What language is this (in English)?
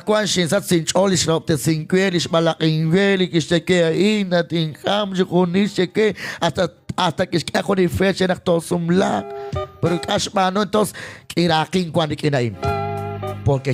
Kekchí